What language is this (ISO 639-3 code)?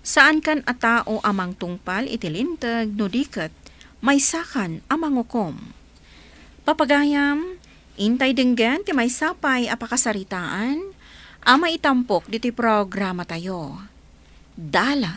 ilo